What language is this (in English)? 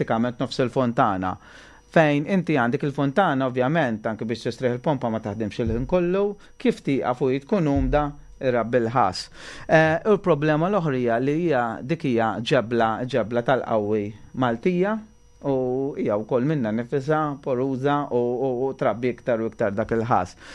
Maltese